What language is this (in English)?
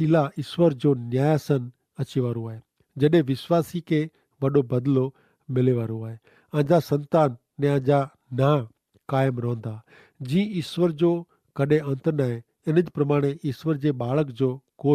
Kachhi